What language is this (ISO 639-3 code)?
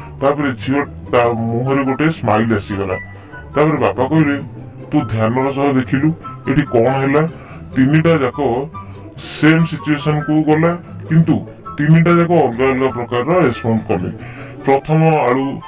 ori